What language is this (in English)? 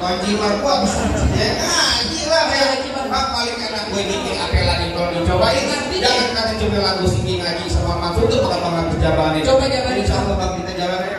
Betawi